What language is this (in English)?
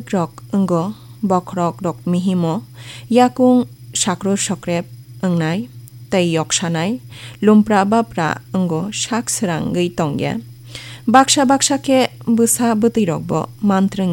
Kok Borok